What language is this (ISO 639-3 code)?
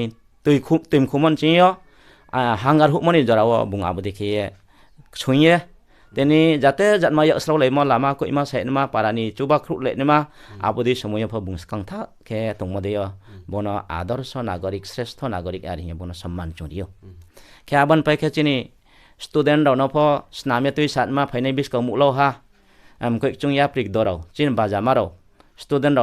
ria